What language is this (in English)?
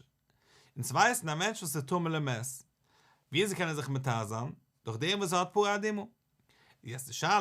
Yiddish